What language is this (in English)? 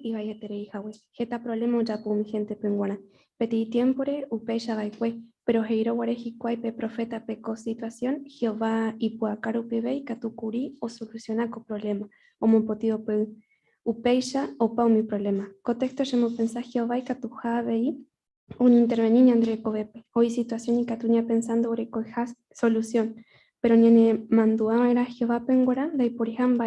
Guarani